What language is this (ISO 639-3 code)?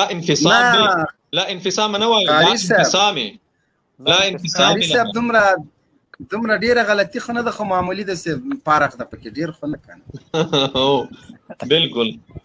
pus